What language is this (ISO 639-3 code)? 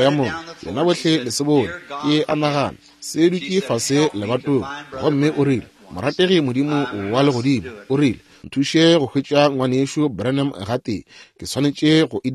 nso